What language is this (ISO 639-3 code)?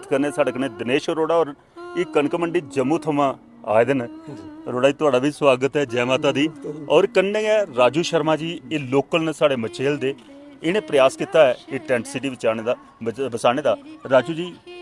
doi